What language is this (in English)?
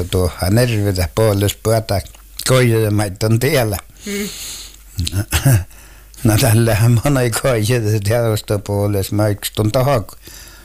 Finnish